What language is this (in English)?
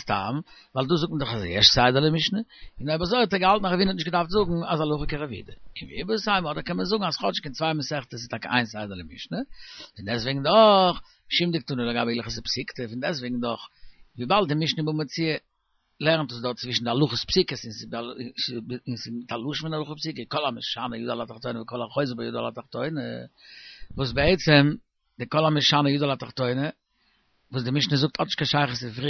Yiddish